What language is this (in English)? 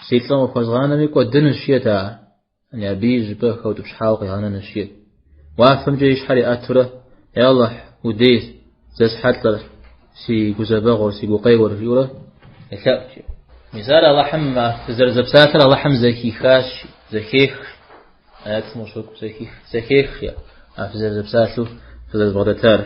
Kabardian